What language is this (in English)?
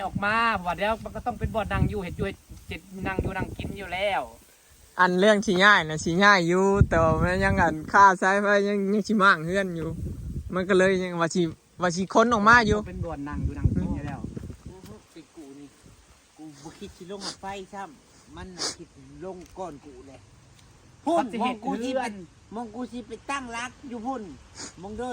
Northeastern Thai